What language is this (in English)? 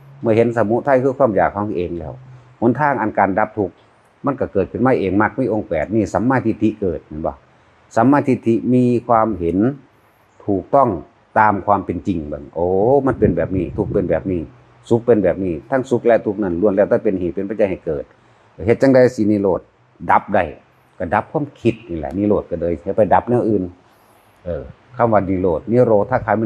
Northeastern Thai